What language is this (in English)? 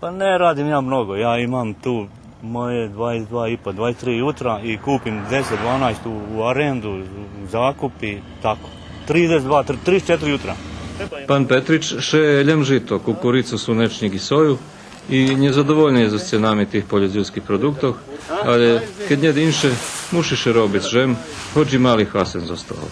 Rusyn